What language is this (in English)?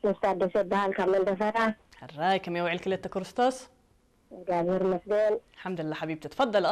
Tigrinya